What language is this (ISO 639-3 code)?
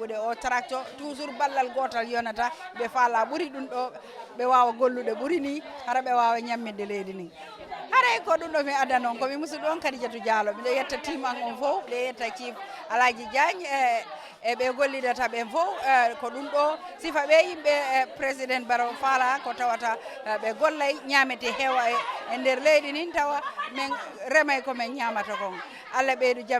ful